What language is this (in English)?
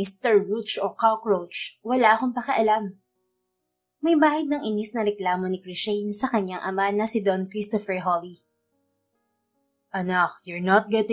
Filipino